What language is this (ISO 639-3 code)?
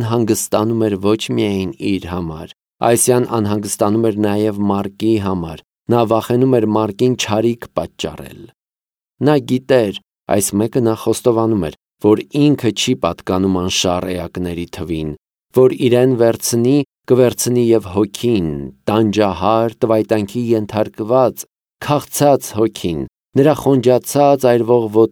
hye